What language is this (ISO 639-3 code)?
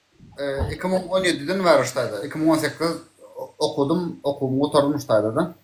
tuk